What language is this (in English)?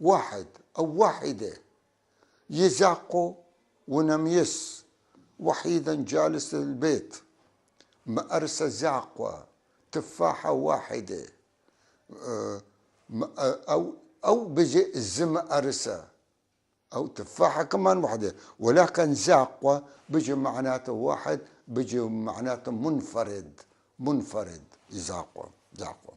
North Levantine Arabic